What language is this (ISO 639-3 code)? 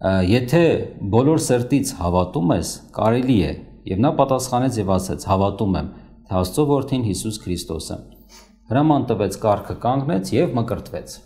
hye